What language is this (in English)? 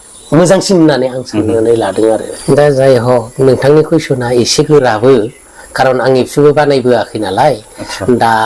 Bodo